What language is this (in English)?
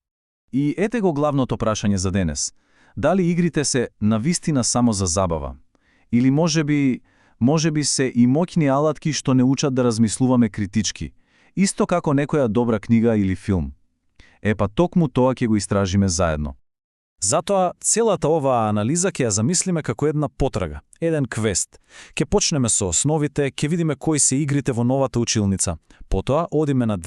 Macedonian